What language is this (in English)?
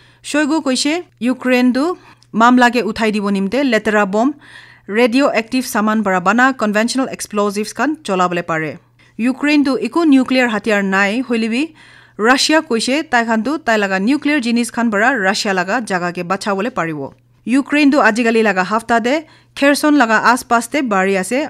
Naga Pidgin